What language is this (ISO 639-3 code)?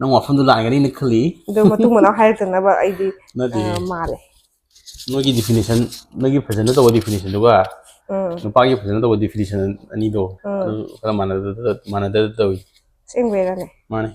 mni